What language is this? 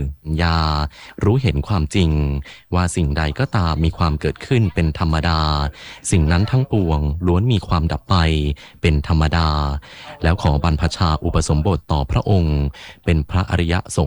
Thai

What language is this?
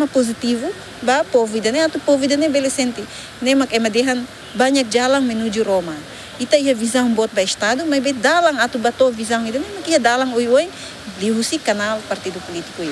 Tetum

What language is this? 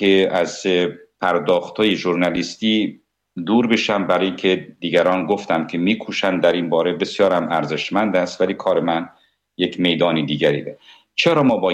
Persian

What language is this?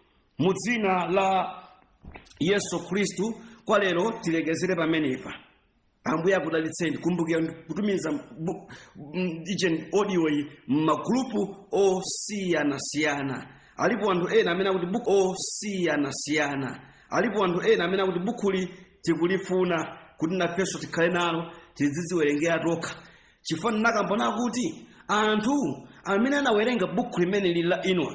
Nyanja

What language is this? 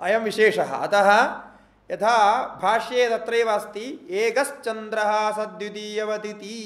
Sanskrit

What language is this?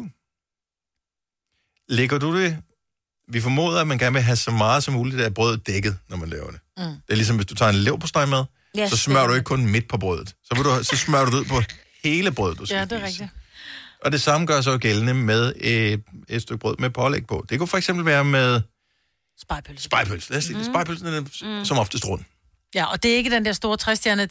Danish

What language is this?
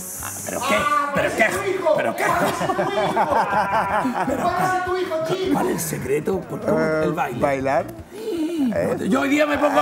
Spanish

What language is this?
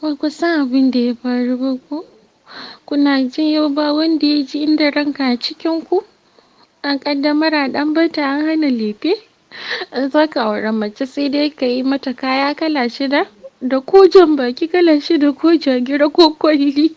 Hausa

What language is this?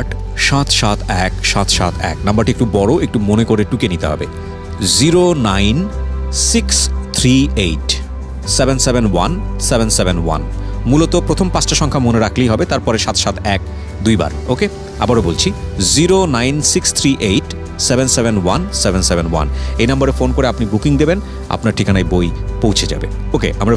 Bangla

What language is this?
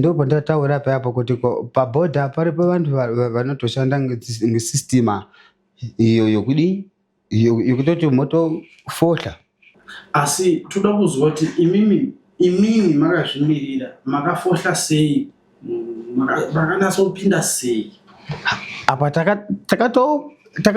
Shona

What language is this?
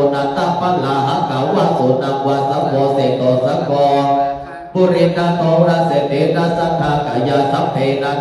Pali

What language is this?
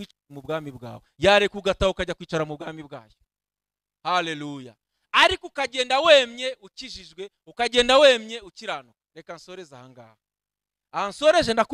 Kinyarwanda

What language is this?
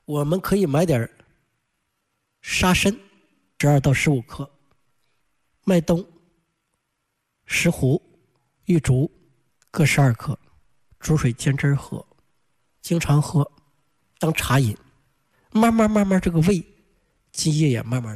Chinese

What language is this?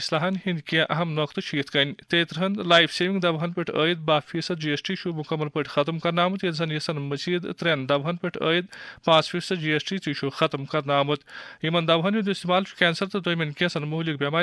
Kashmiri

